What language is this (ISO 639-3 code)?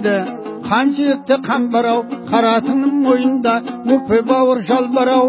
kaz